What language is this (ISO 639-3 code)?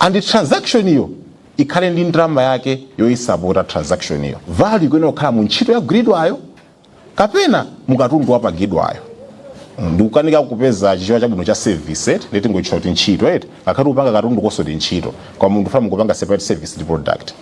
nya